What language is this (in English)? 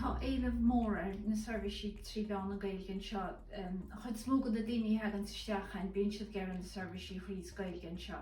Irish